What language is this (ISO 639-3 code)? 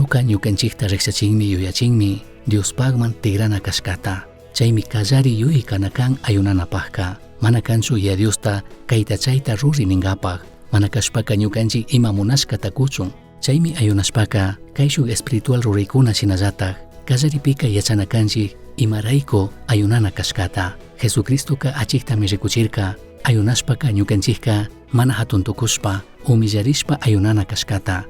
qug